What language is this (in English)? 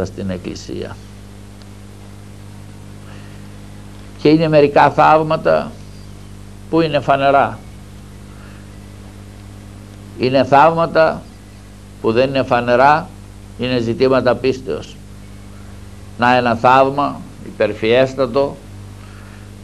Greek